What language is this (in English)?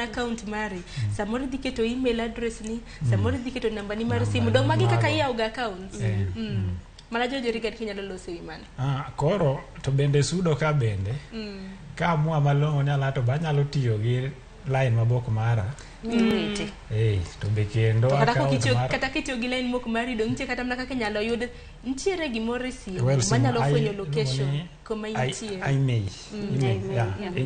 Luo (Kenya and Tanzania)